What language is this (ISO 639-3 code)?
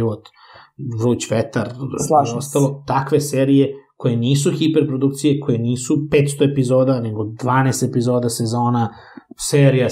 srp